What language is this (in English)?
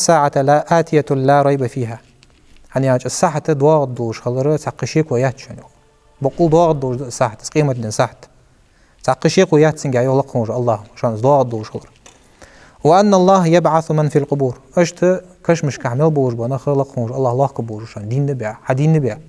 Ingush